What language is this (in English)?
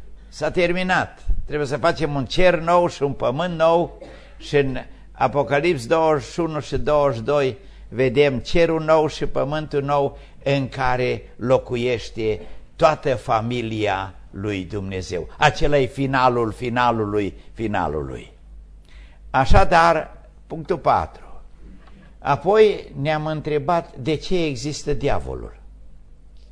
Romanian